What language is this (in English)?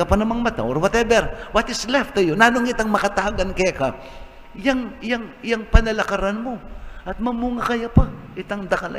Pampanga